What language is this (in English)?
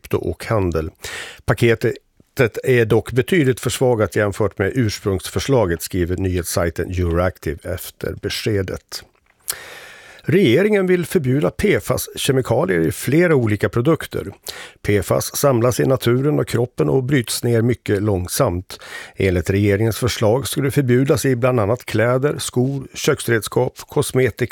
Swedish